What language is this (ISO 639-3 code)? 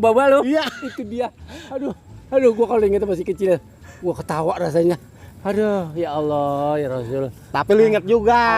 bew